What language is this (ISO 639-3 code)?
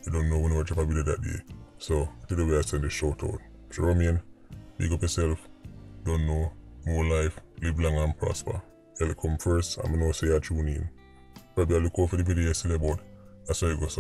jam